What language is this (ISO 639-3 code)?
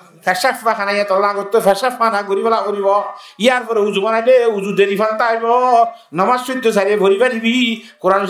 rhg